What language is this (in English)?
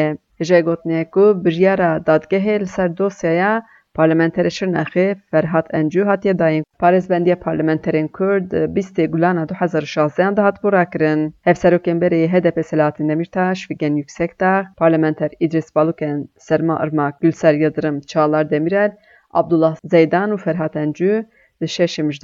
Kurdish